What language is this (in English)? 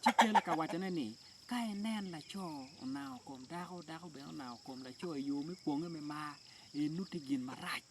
Acoli